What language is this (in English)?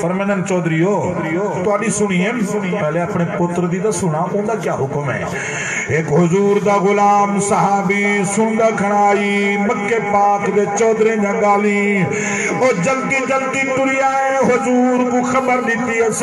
Saraiki